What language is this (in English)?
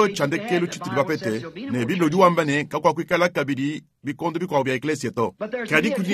Luba-Lulua